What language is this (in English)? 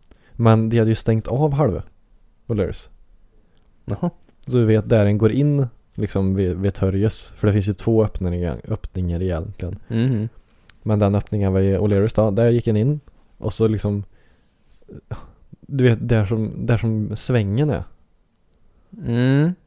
Swedish